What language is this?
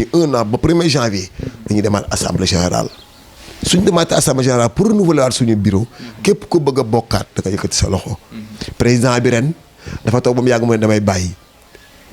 Wolof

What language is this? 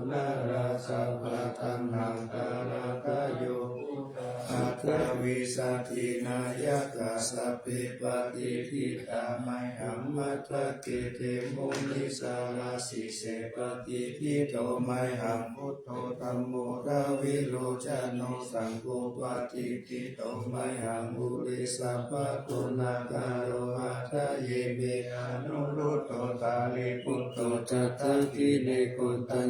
Pali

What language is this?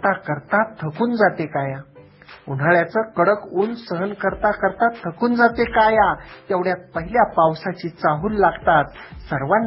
Marathi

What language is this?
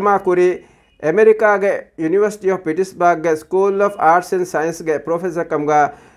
Divehi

